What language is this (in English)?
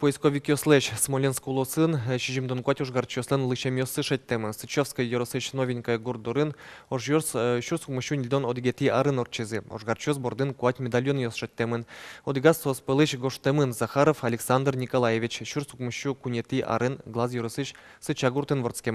Udmurt